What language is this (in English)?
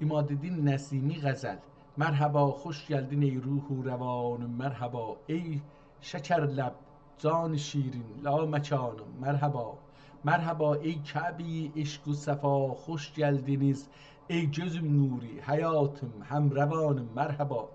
South Azerbaijani